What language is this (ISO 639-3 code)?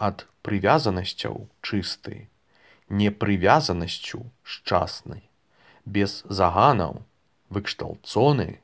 bel